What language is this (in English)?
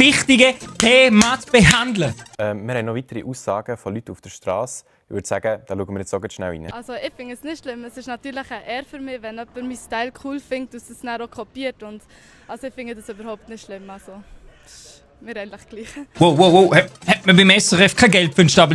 Swiss German